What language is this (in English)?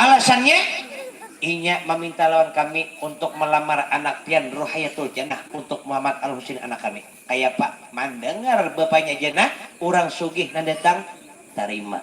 Banjar